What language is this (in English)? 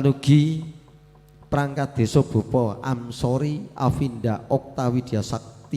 Javanese